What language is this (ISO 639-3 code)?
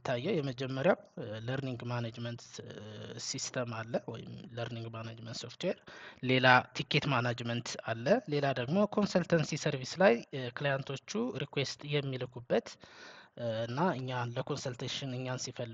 amh